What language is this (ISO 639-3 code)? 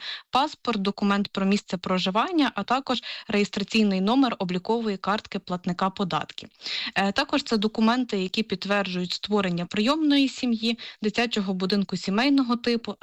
ukr